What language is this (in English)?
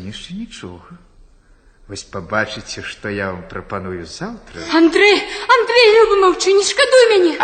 Belarusian